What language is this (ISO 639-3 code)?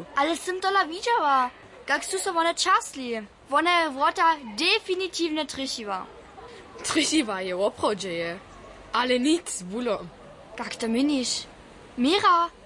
hsb